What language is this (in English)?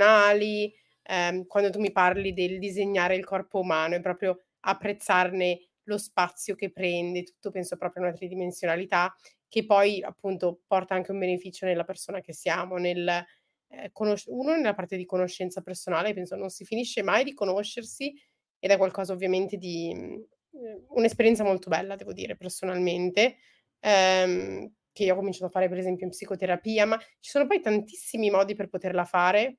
Italian